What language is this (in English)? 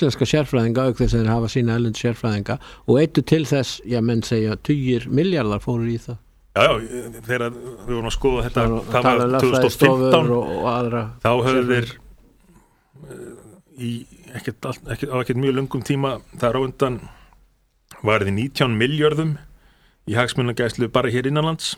Icelandic